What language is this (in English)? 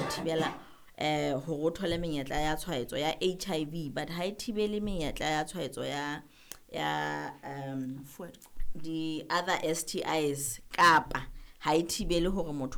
Southern Sotho